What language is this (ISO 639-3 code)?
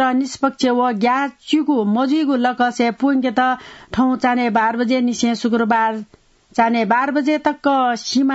new